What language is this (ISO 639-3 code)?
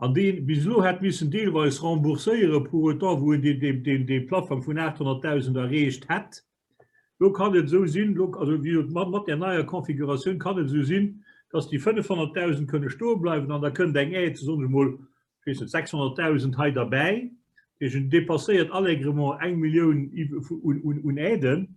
ltz